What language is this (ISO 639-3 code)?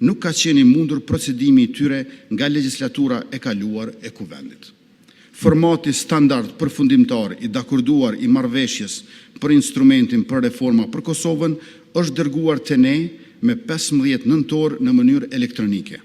sqi